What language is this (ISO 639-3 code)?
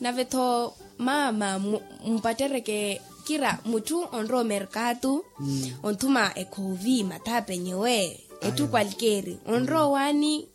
vmw